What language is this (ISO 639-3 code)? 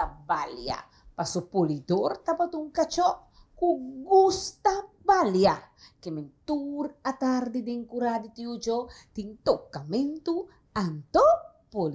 pap